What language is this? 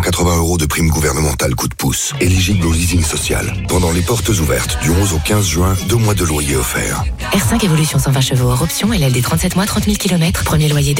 French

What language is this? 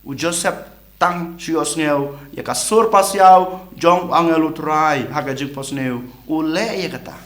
Khasi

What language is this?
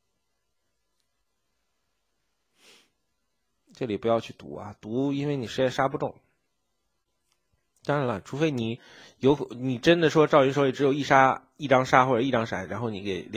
Chinese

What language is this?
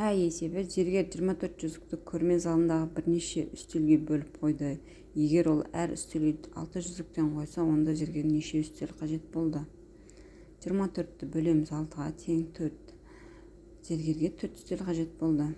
Kazakh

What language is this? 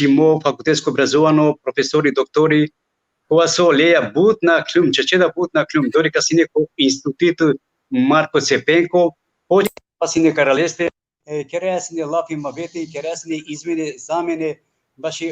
Balkan Romani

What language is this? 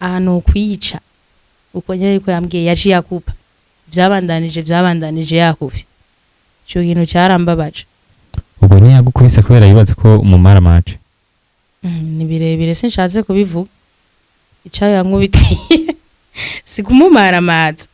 Rundi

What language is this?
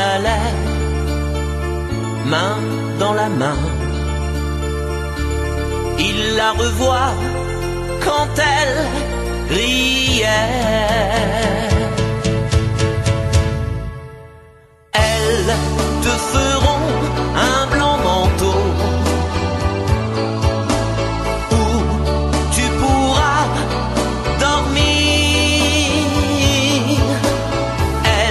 French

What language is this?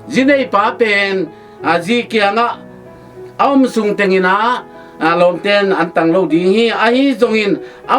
Tedim Chin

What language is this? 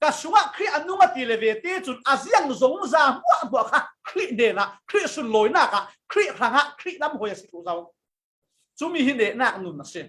Falam Chin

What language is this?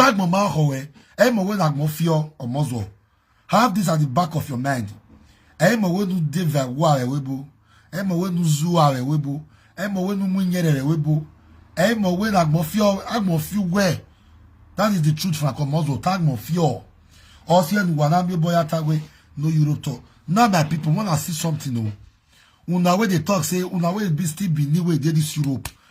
Nigerian Pidgin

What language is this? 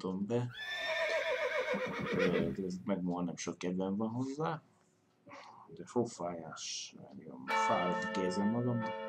Hungarian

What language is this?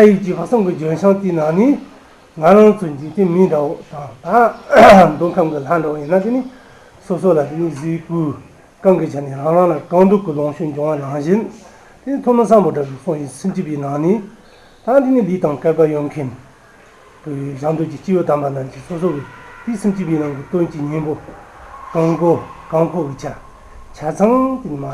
Tibetan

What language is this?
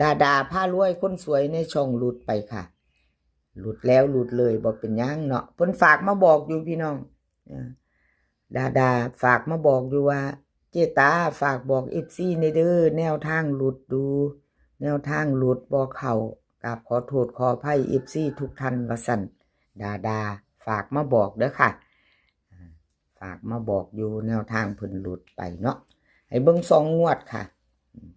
Lao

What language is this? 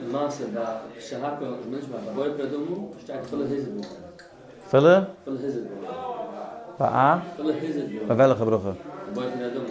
Yiddish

